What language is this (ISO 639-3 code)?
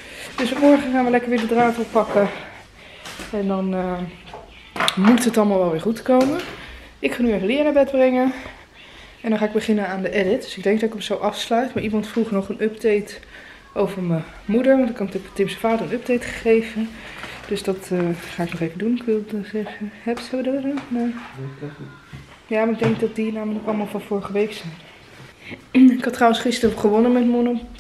nld